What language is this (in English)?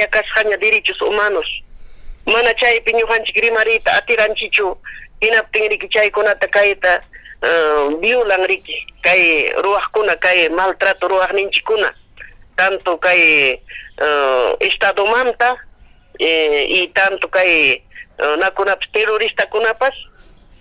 Ayacucho Quechua